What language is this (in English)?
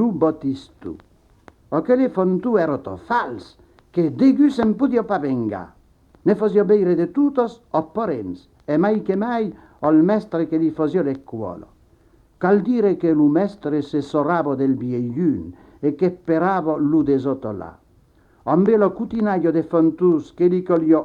Occitan